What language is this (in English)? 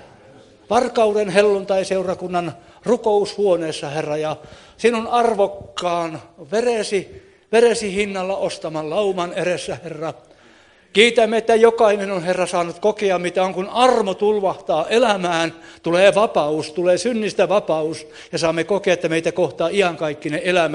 Finnish